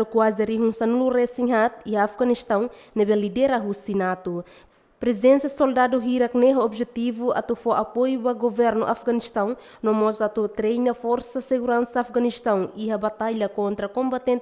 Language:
Tetum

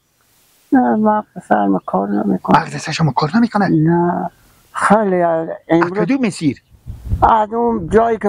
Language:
Persian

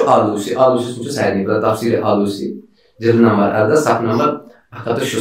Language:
Kashmiri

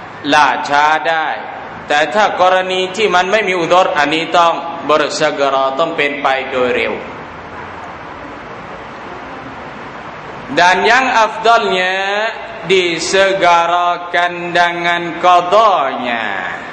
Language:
Thai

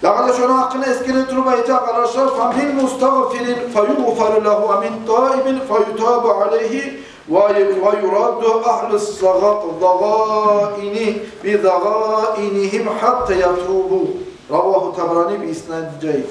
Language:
Kumyk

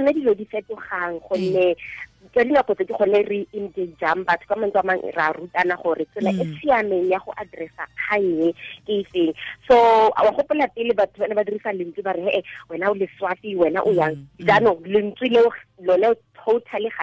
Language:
Tswana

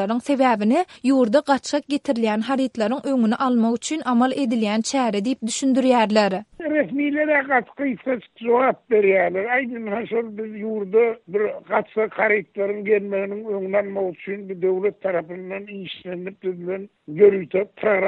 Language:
Turkmen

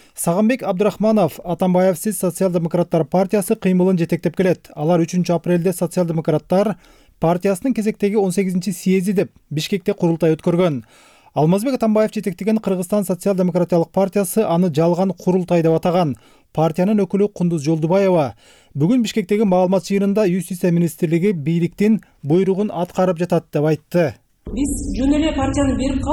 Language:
Kyrgyz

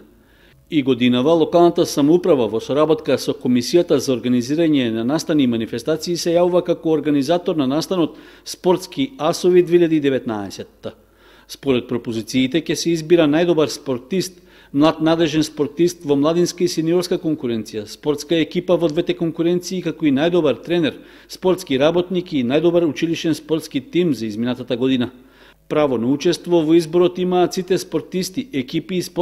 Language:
Macedonian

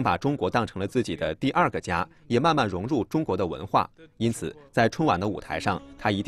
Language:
Chinese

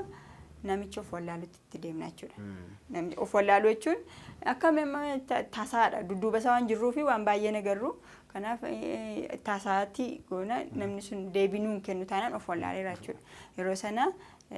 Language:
Oromo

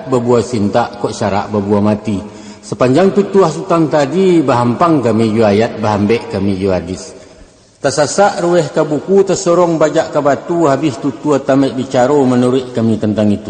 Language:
Minangkabau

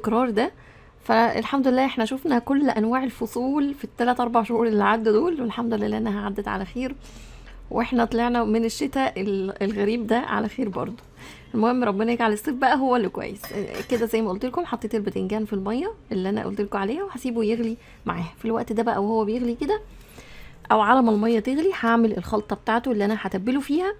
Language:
Egyptian Arabic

